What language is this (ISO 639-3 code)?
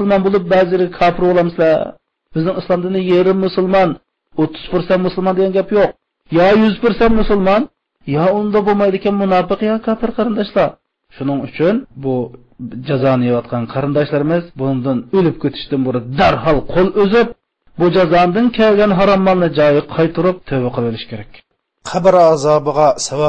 uig